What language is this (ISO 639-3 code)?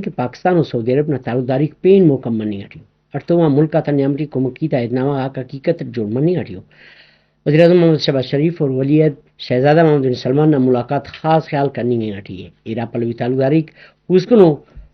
brh